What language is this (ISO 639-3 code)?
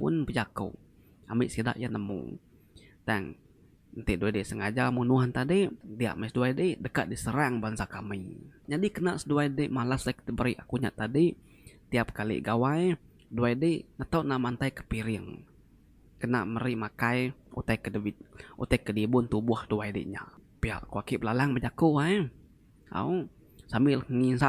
iba